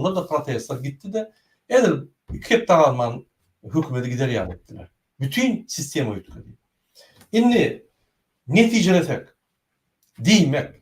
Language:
Turkmen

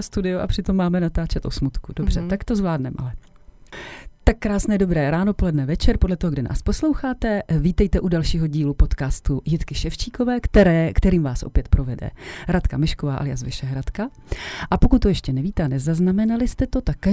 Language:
Czech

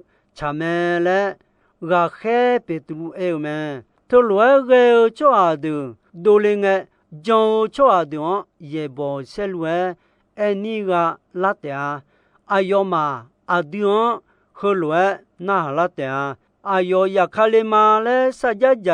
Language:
Akha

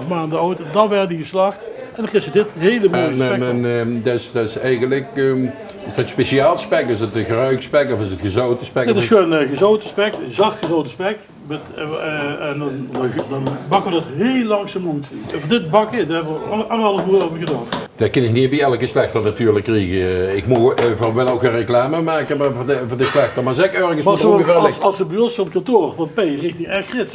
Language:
Limburgish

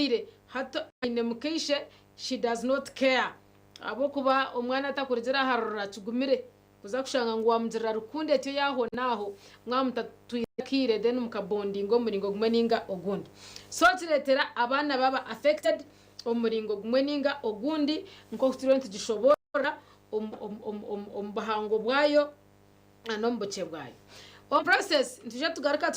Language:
Nyankole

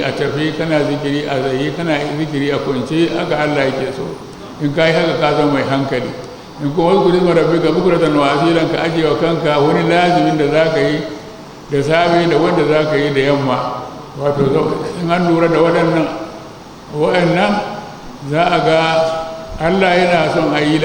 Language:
Hausa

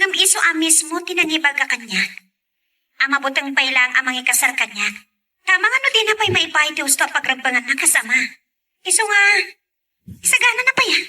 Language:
Iloko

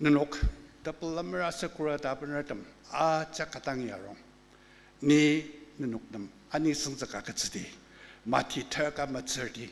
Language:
Ao Naga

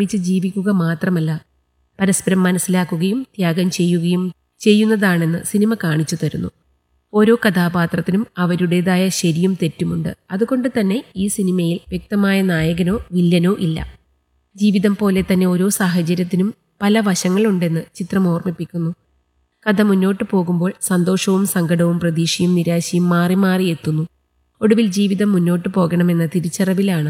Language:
Malayalam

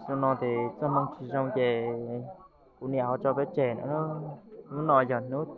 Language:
Hmong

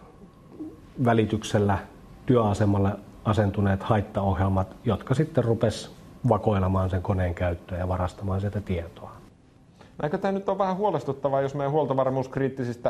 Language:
Finnish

